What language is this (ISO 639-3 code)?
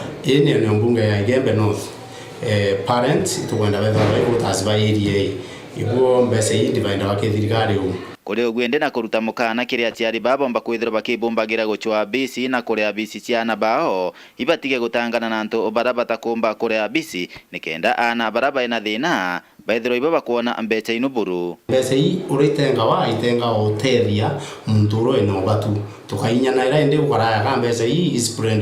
mer